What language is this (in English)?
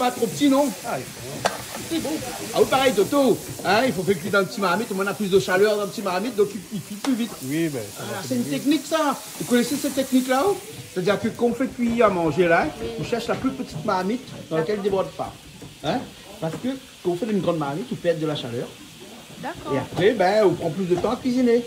Réunion Creole French